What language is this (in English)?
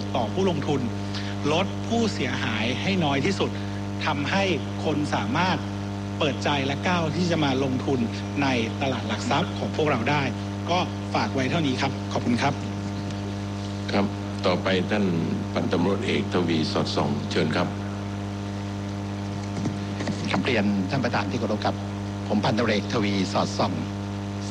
Thai